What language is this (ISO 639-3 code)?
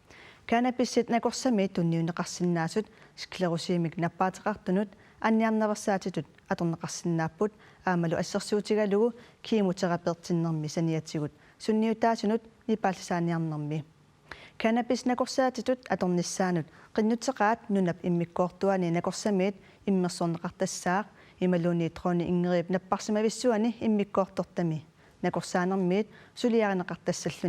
kal